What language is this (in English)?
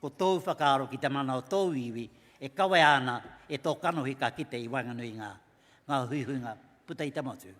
Māori